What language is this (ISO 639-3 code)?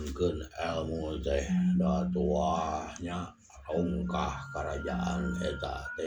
sun